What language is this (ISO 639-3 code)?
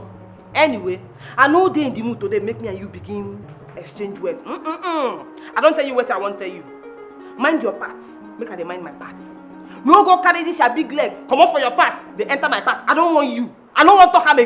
pcm